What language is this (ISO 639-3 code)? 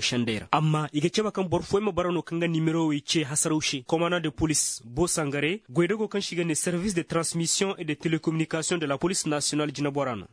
ses